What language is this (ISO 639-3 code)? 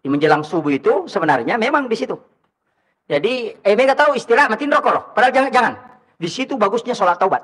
bug